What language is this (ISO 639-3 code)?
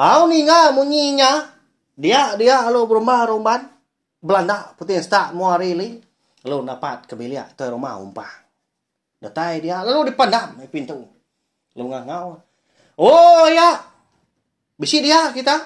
iba